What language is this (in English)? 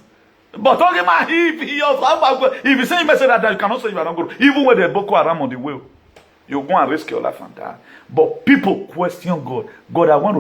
Nigerian Pidgin